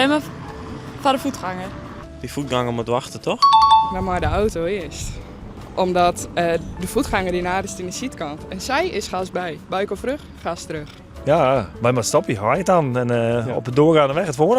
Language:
Western Frisian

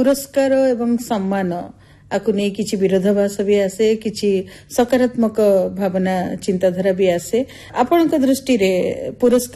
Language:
Odia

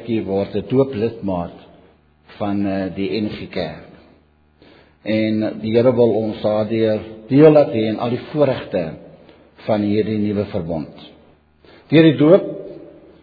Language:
Afrikaans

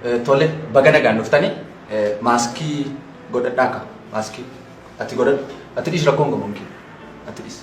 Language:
Oromo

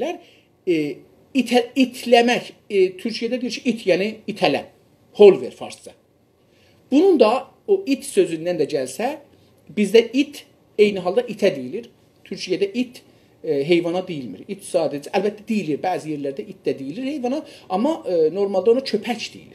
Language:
South Azerbaijani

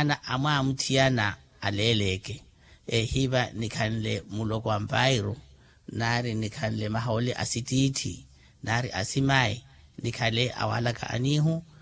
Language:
Makhuwa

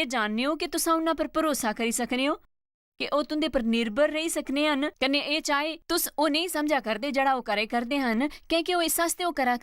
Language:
Dogri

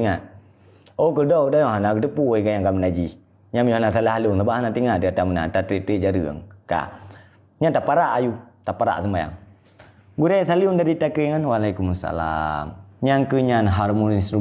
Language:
Achinese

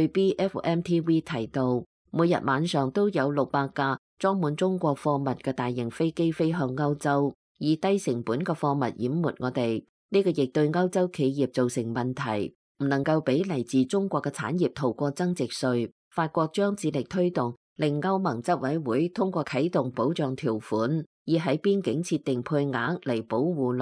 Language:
Cantonese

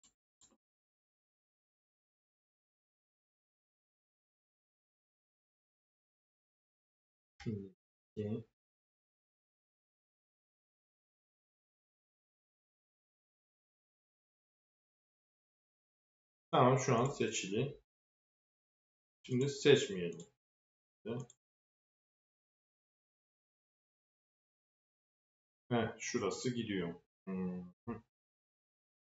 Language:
Turkish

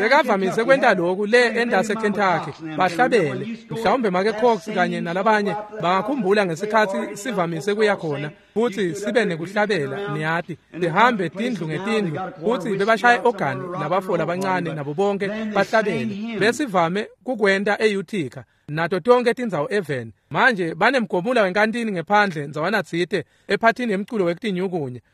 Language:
Swati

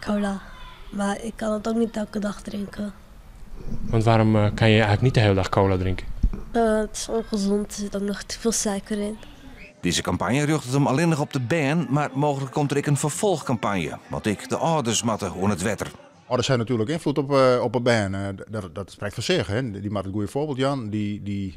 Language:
Western Frisian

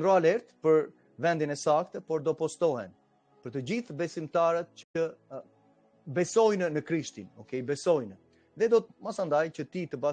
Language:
Albanian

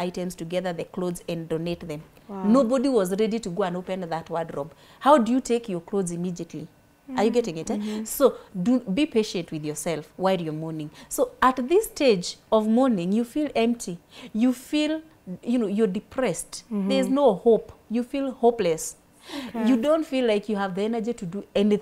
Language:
English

